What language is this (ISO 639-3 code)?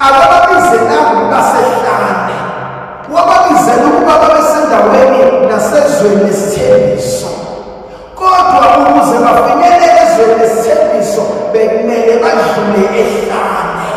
zul